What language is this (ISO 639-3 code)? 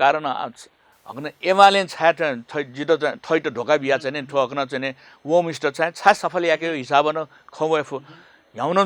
new